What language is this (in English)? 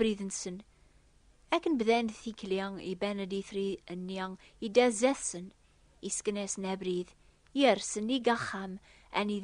Kabyle